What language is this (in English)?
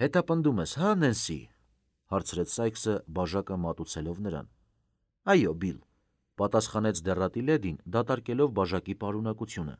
Armenian